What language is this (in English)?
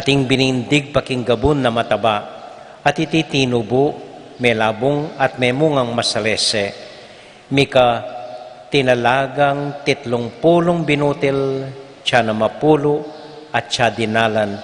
Pampanga